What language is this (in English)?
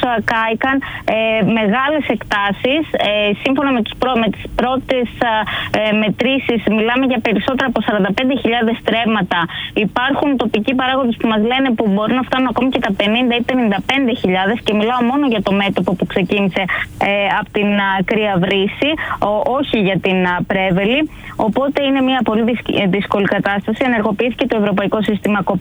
Greek